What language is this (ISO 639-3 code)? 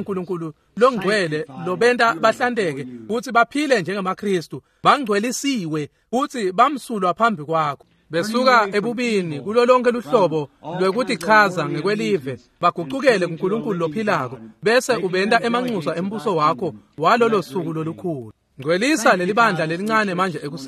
ssw